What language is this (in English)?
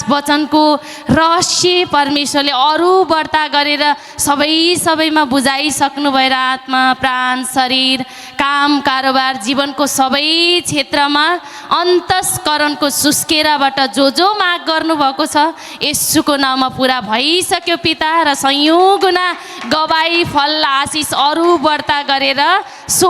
Nepali